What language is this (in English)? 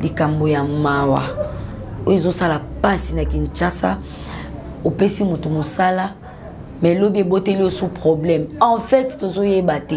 Lingala